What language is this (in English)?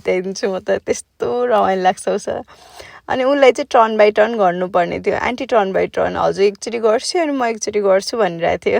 Nepali